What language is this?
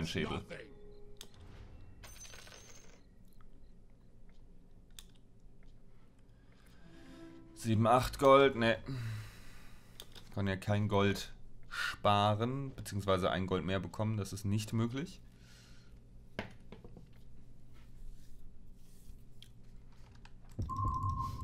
German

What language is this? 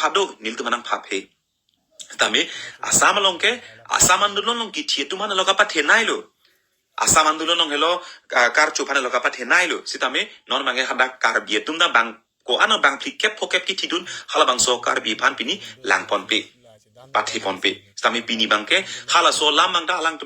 Karbi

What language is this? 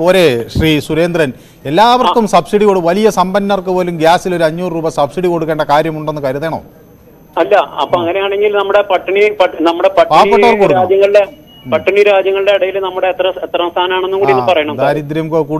Malayalam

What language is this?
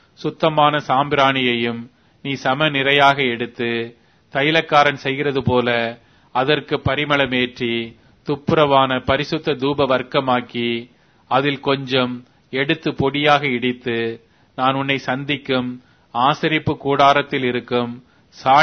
Tamil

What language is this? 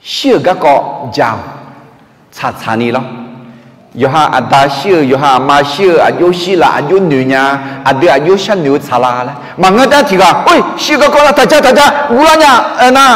Akha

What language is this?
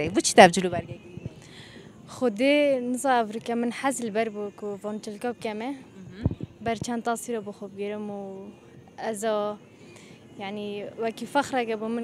Kurdish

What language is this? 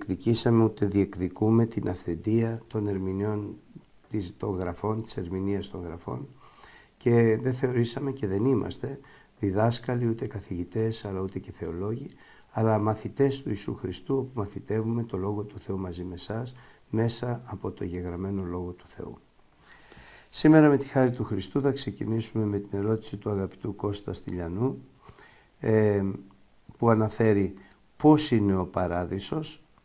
Greek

